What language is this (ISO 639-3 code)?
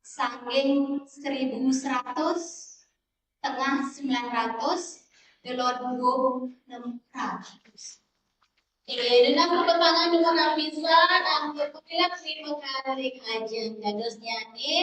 ban